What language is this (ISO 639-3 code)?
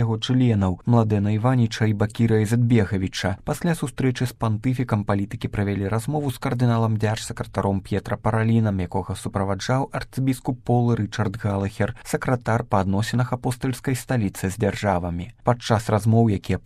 bel